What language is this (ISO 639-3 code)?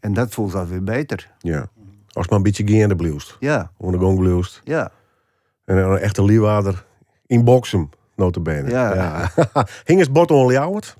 fry